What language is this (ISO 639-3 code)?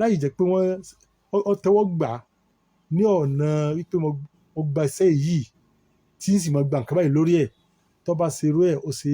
yor